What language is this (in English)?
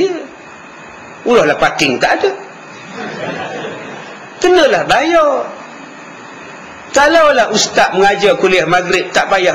Malay